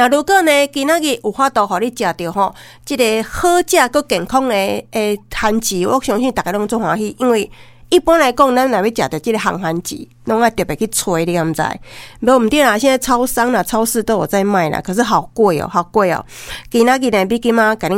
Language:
Min Nan Chinese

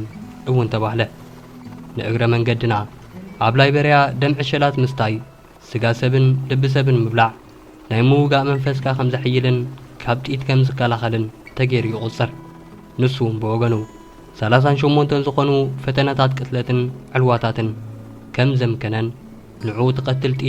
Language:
Tigrinya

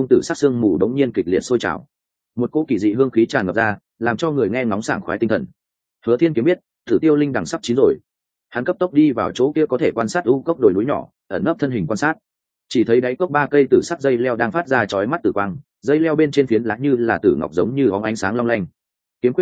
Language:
Vietnamese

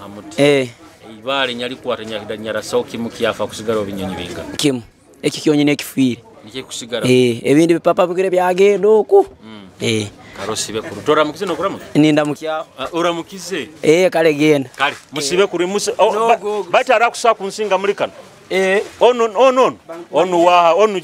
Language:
Nyoro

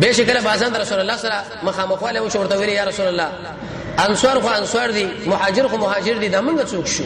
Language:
Pashto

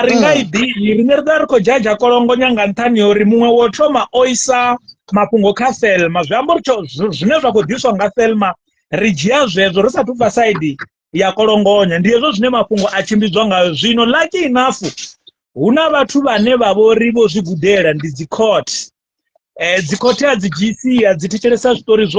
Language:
Venda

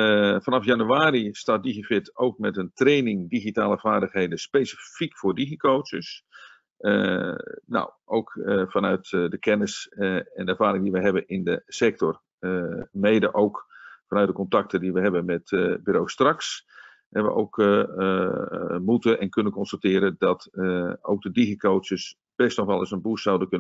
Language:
Dutch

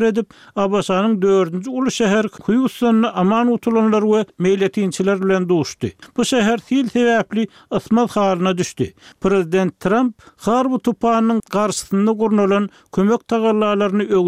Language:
Turkmen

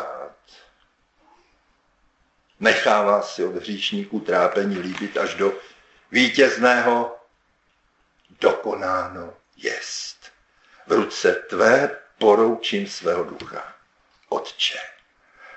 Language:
Czech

